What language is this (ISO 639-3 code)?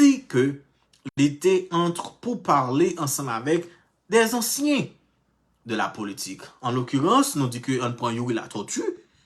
hat